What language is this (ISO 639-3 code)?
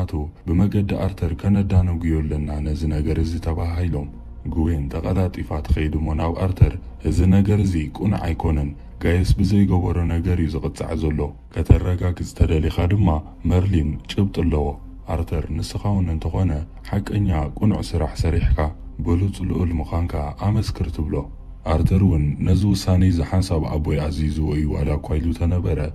tir